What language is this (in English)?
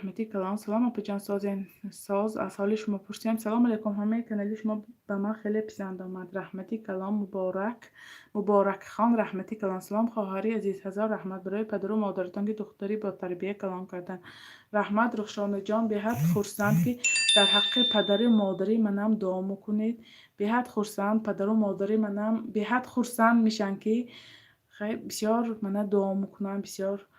Tajik